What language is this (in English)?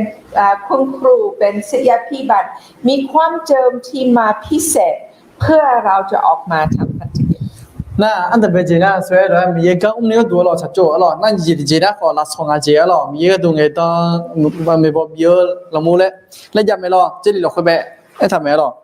Akha